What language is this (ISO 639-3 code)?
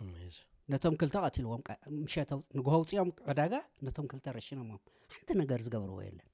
tir